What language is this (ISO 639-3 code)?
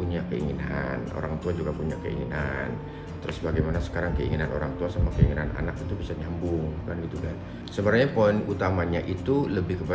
ind